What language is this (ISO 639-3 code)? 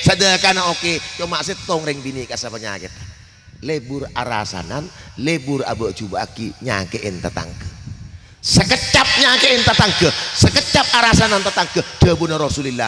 mad